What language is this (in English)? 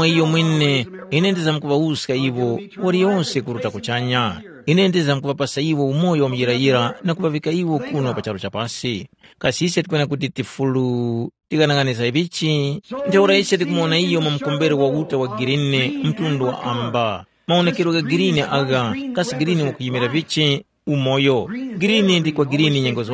Tumbuka